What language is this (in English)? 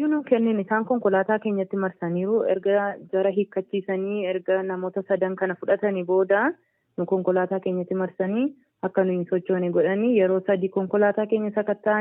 Oromo